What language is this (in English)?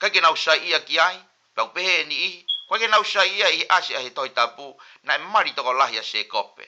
Tongan